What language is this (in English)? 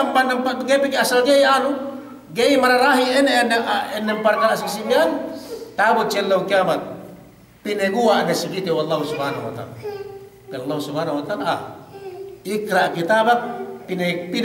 Yakan